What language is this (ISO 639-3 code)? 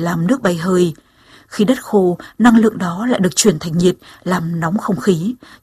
vie